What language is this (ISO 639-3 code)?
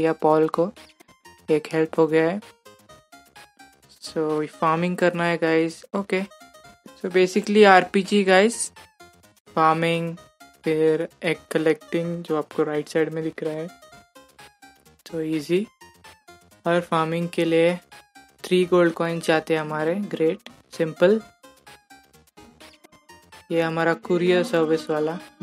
hin